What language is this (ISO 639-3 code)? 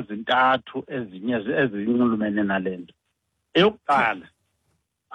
xho